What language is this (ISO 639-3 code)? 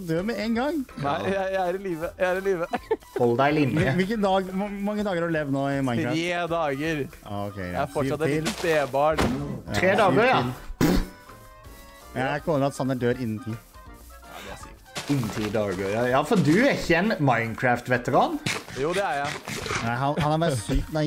nor